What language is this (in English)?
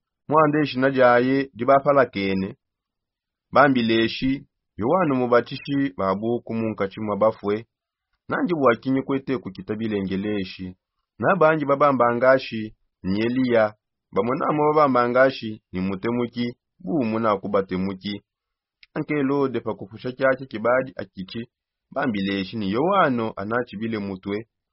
Songe